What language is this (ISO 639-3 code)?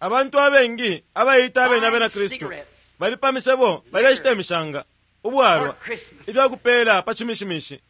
bem